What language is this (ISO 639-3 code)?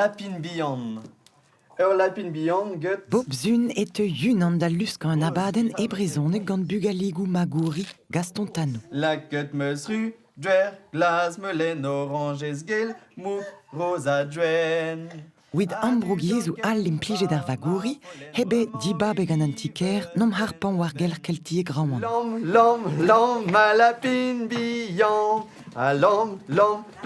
bre